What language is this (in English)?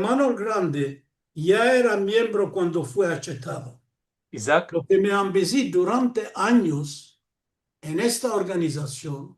Ladino